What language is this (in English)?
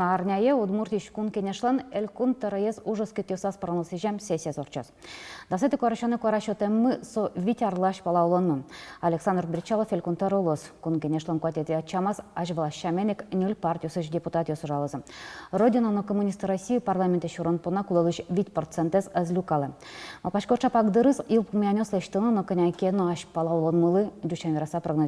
Udmurt